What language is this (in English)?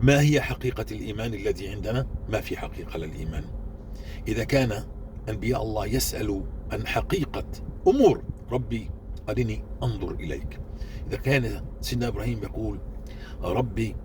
North Levantine Arabic